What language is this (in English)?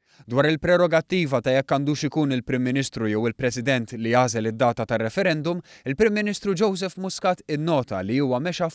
Maltese